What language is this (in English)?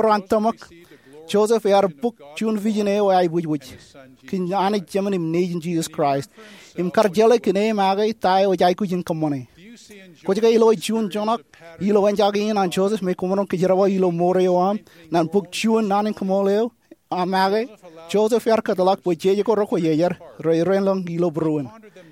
Marshallese